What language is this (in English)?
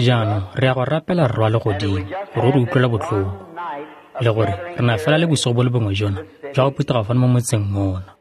Tswana